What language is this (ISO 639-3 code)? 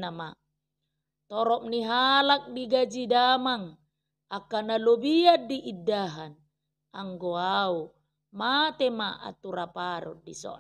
bbc